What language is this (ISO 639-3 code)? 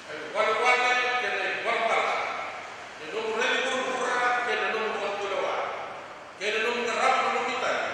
fij